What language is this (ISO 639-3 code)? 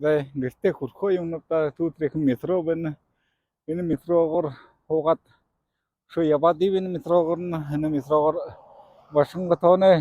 bua